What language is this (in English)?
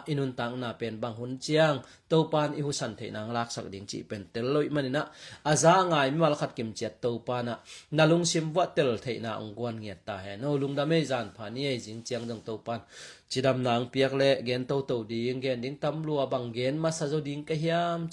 Tedim Chin